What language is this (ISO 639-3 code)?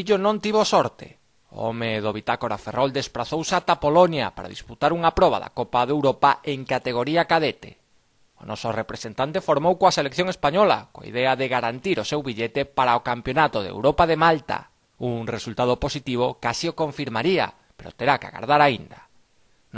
glg